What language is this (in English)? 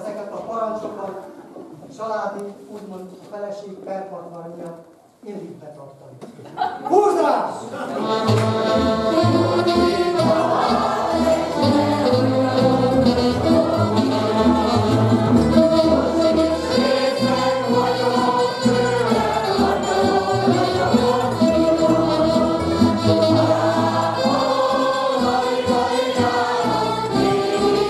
Hungarian